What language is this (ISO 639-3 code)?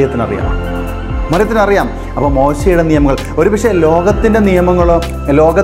mal